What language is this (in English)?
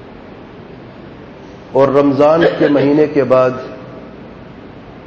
Urdu